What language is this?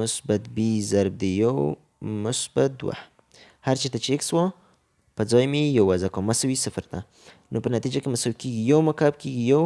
Pashto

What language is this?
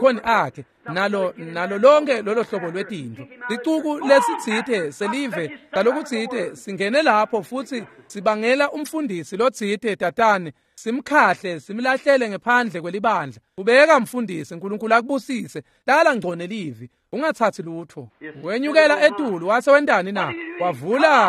Swati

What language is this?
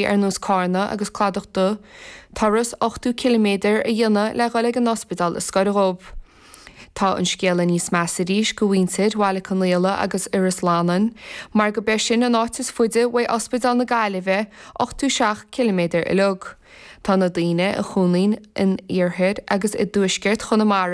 Irish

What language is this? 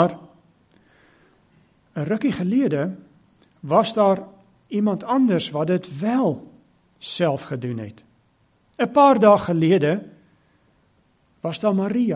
Afrikaans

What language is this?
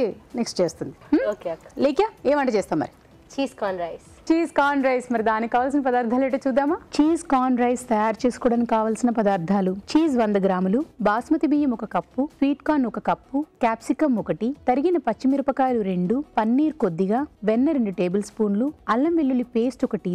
Telugu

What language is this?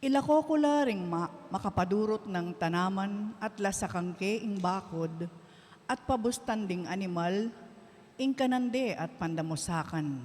Pampanga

